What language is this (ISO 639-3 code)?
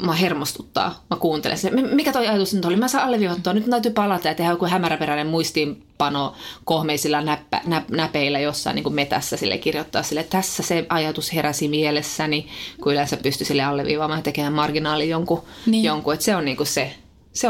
fin